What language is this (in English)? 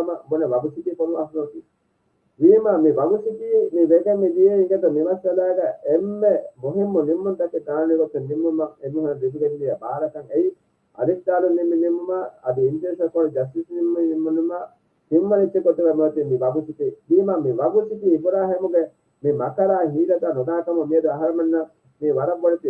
Divehi